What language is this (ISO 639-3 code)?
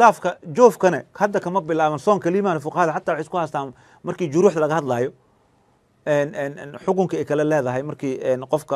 som